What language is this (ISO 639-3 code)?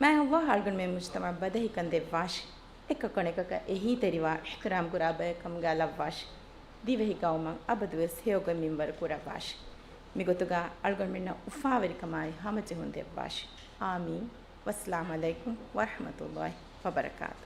div